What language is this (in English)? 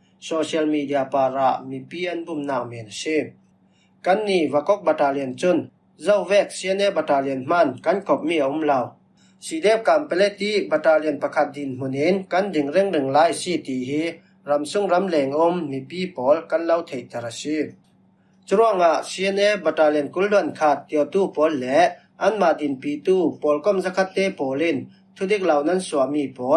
Falam Chin